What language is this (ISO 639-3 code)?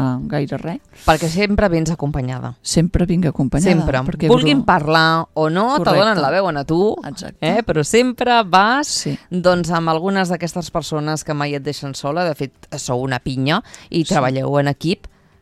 cat